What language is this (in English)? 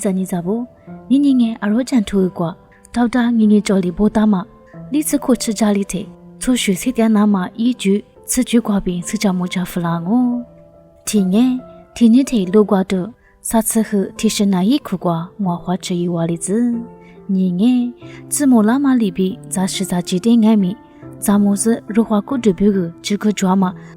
Lisu